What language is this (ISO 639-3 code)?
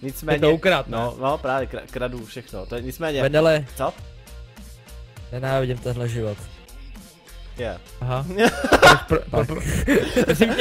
ces